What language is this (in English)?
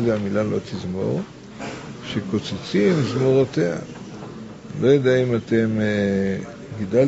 Hebrew